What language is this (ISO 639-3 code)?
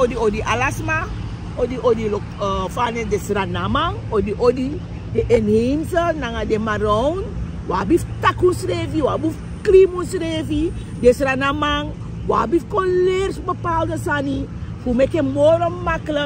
srn